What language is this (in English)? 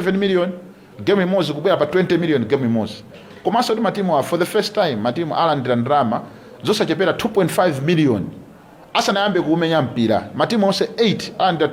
Nyanja